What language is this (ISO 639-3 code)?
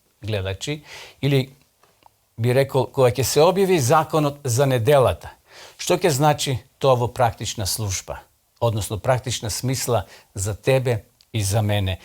mkd